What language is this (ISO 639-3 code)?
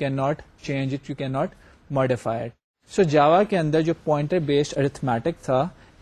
urd